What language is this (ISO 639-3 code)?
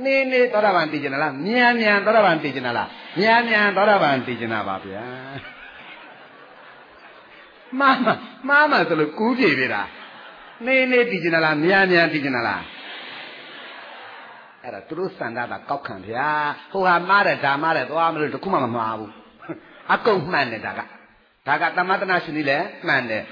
mya